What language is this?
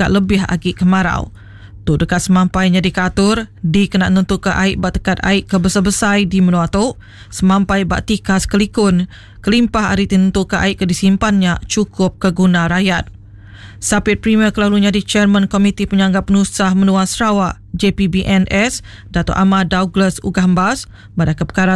Iban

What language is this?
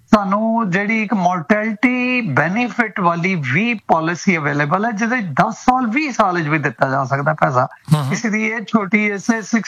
Punjabi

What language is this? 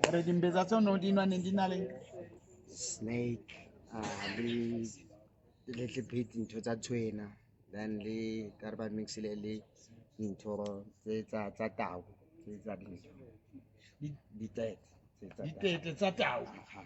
Southern Sotho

